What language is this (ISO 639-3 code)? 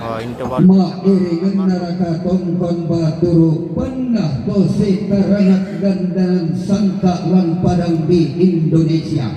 sda